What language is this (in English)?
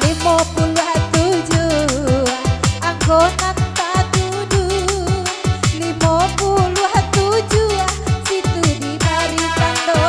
Minangkabau